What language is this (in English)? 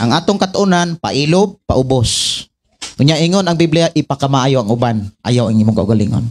Cebuano